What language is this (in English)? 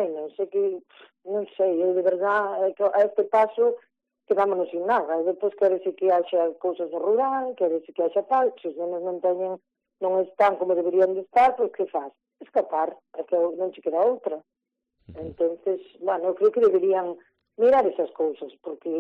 Galician